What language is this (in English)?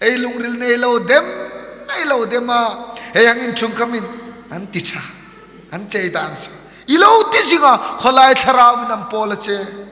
Hmar